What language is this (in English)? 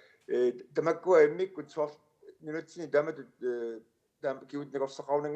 Kalaallisut